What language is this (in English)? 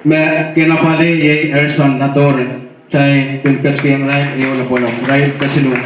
Pohnpeian